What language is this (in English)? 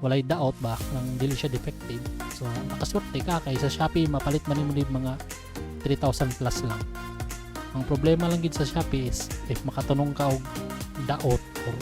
Cebuano